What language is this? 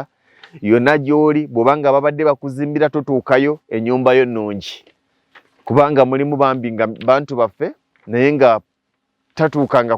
Ganda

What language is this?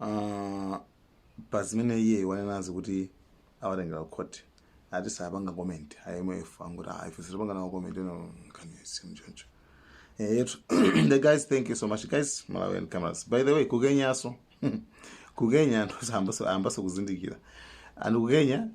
Nyanja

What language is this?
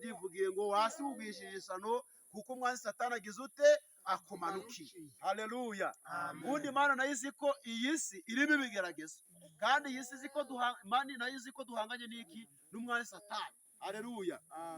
Kinyarwanda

